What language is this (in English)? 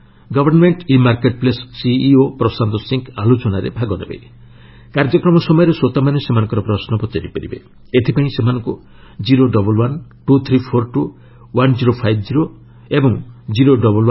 Odia